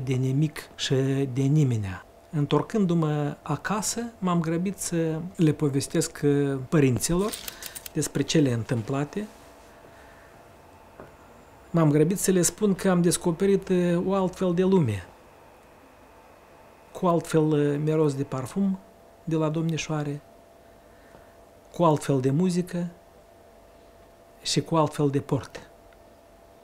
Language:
Romanian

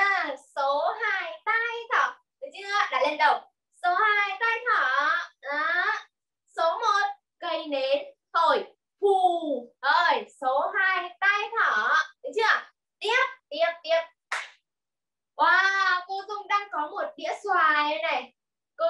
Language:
Vietnamese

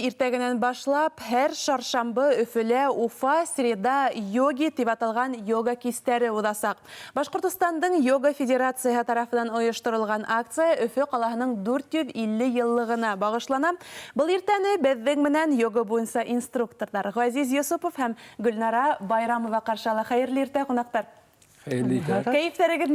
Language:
Bashkir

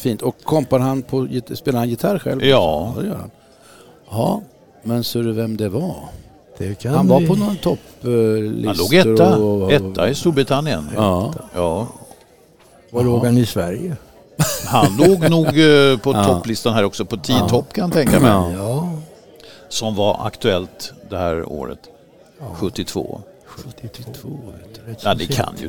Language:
Swedish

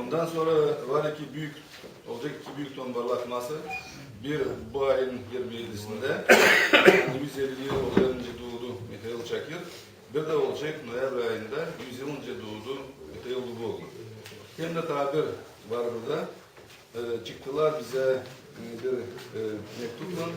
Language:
Gagauz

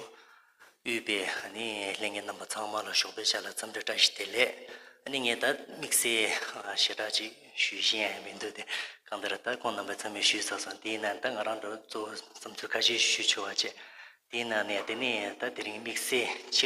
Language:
Tibetan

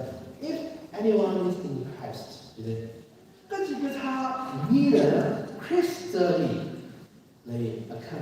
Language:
Tangkhul Naga (India)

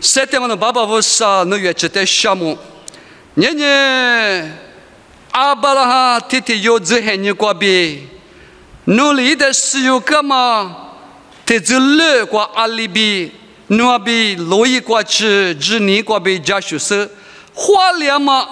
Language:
Lisu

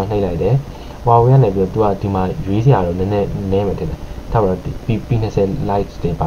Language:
Burmese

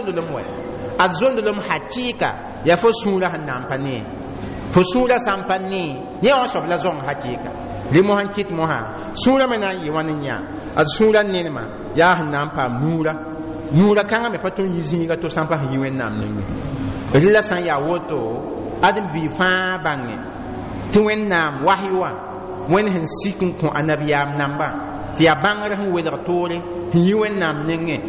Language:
Mossi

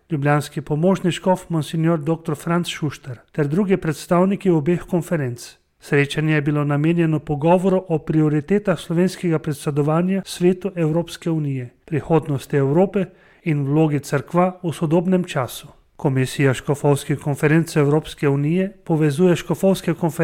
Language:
Slovenian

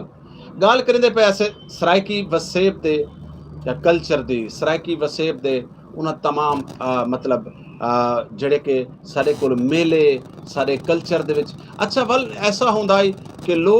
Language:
Saraiki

